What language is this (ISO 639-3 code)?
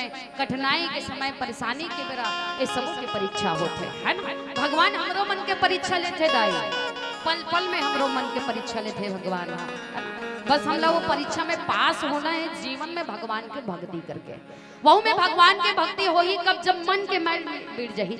hne